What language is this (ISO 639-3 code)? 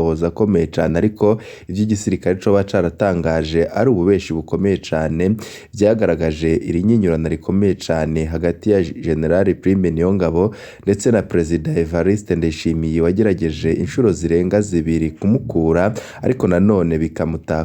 run